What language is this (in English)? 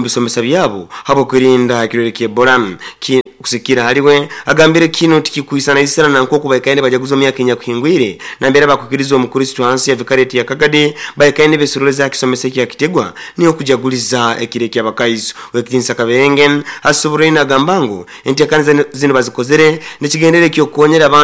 Nyoro